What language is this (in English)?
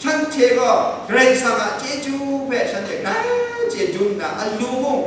Kachin